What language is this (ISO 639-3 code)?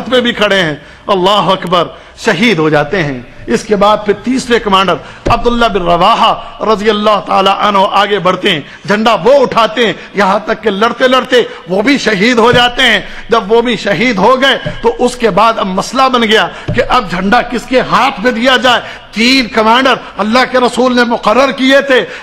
urd